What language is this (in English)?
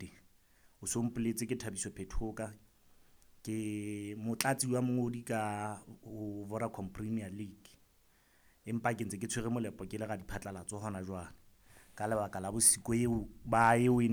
Southern Sotho